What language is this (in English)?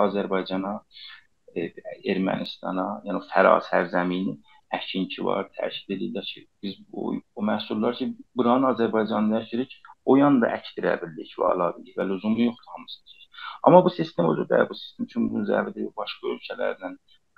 South Azerbaijani